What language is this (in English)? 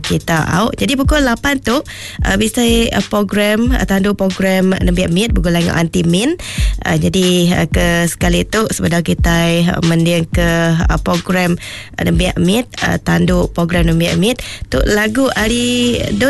Iban